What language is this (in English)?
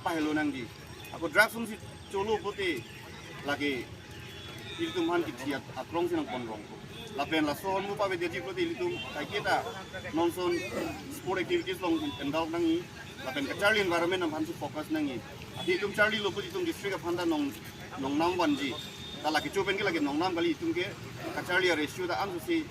Karbi